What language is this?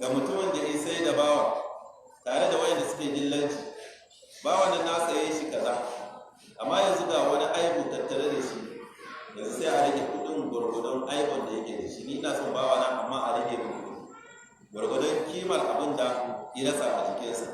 Hausa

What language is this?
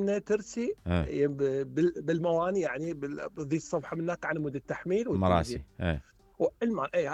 Mesopotamian Arabic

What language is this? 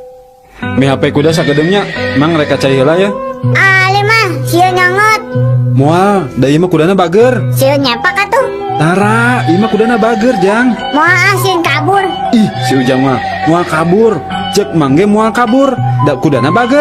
Sundanese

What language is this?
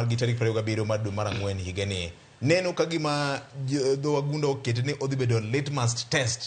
Luo (Kenya and Tanzania)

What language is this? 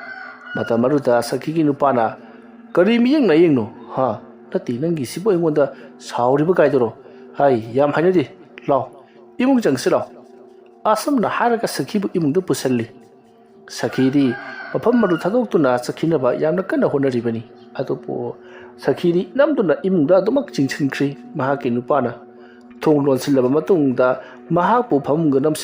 Manipuri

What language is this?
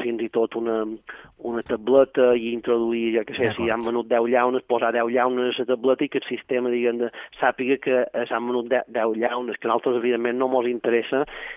Catalan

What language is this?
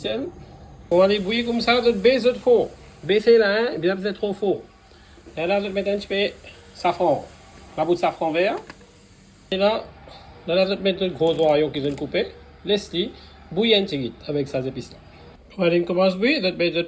Morisyen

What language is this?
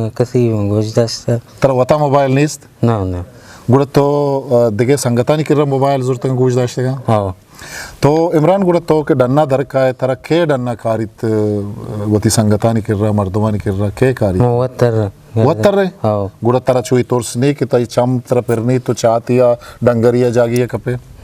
Eastern Balochi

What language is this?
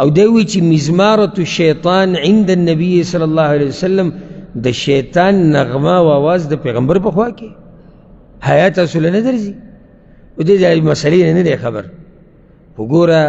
Pashto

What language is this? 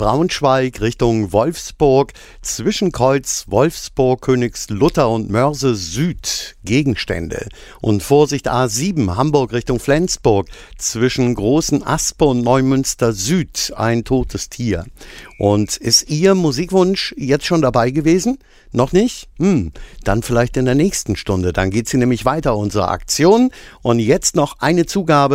German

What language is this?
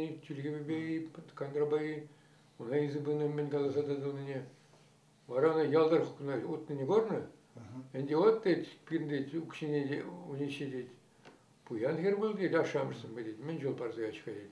Chuvash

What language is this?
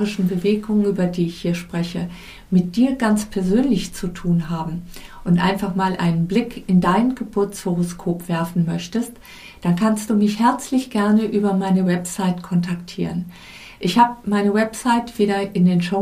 German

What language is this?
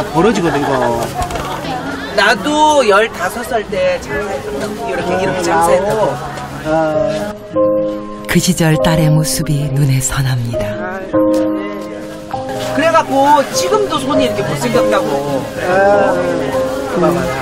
Korean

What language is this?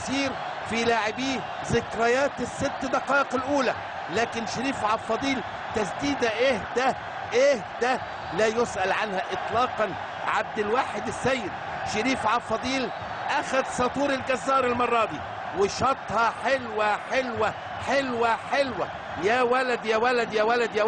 Egyptian Arabic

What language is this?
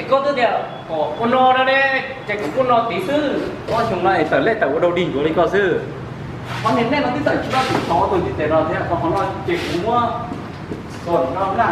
Hmong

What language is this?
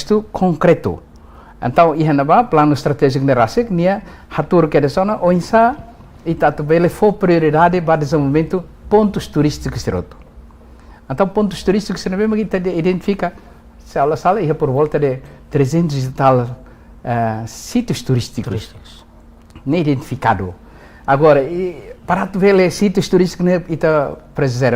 Tetum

